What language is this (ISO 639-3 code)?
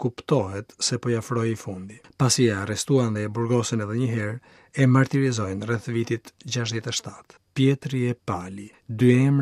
sqi